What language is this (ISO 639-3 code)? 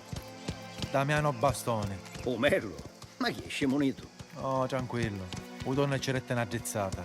scn